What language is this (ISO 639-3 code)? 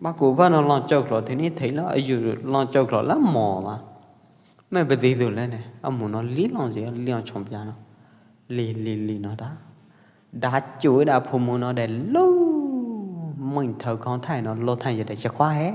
kjp